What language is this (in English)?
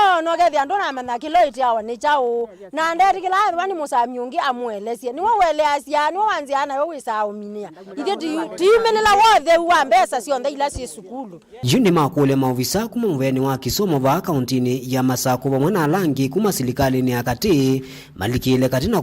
Kamba